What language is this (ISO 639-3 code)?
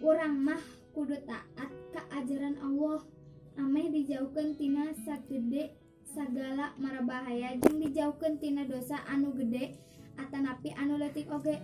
sun